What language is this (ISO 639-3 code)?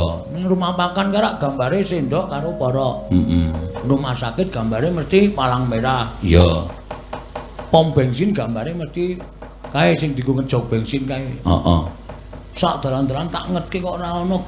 jav